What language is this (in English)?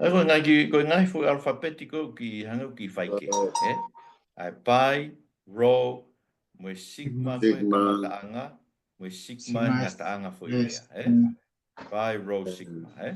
Tongan